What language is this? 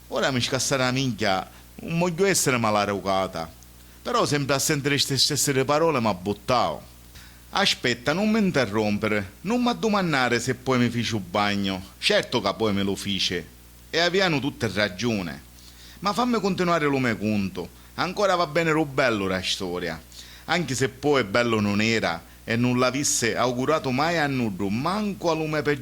Sicilian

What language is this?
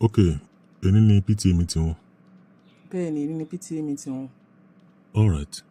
Yoruba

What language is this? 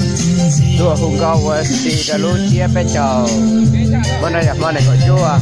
Hmong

